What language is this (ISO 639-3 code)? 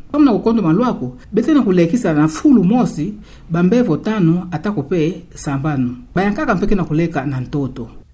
ktu